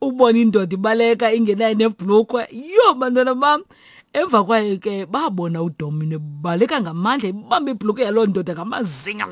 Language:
Xhosa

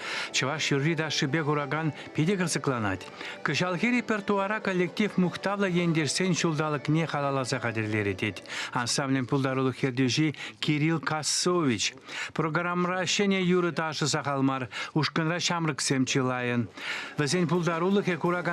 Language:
Chuvash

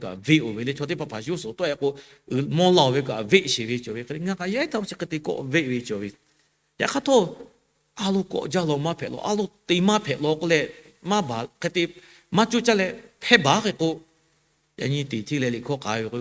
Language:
Lahu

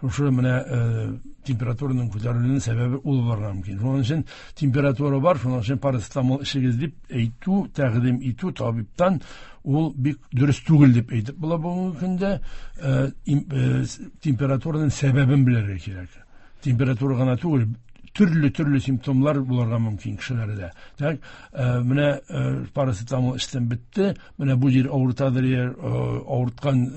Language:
Tatar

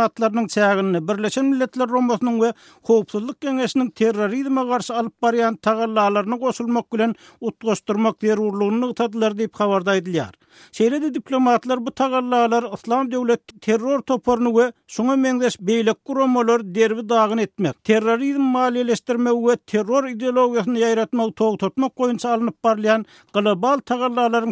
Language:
Turkmen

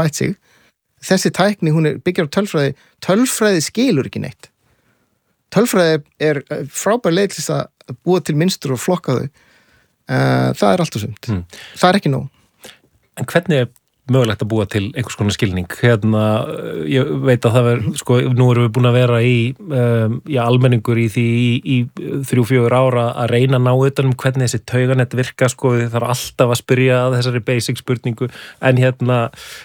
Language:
Icelandic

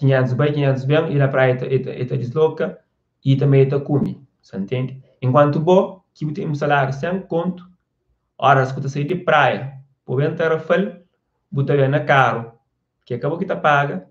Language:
Kabuverdianu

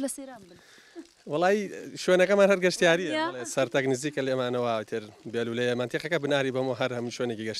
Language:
Central Kurdish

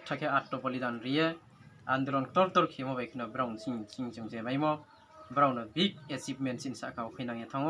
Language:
Riang (India)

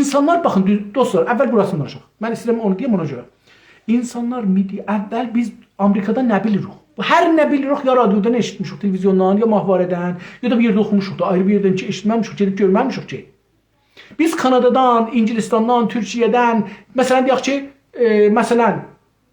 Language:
South Azerbaijani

